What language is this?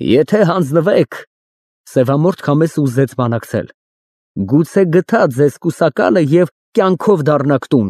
Armenian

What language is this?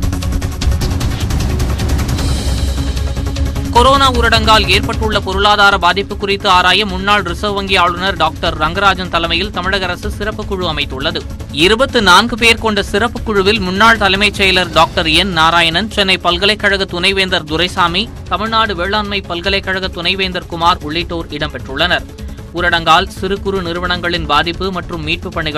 Tamil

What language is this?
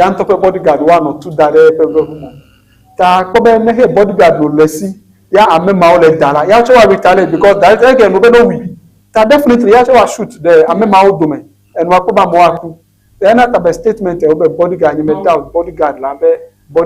Ewe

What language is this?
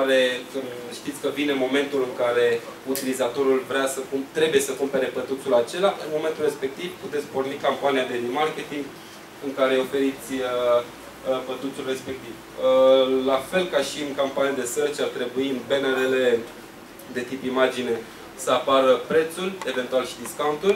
Romanian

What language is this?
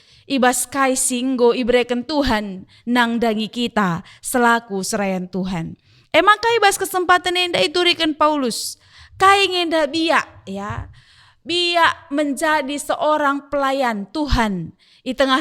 Batak Karo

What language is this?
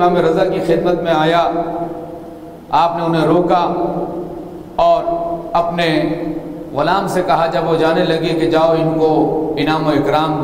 Urdu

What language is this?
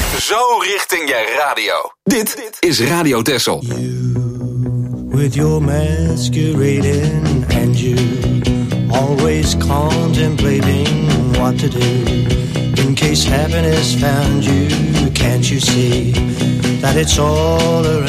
Dutch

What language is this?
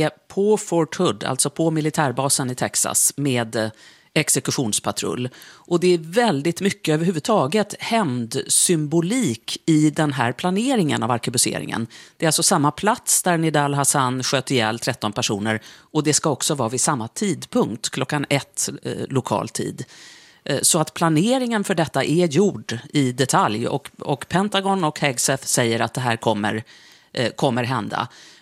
Swedish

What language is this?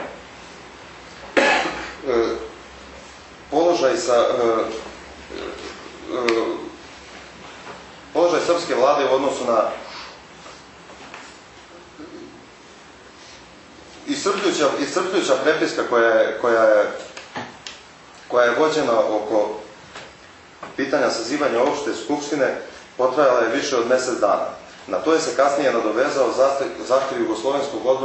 Serbian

